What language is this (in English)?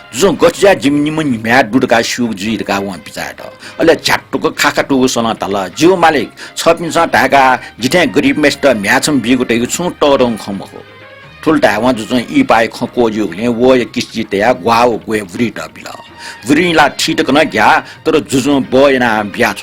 Newari